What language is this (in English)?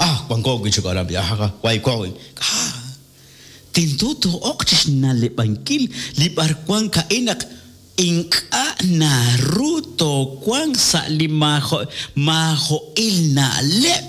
Kekchí